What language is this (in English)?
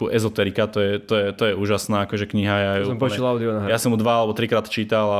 Slovak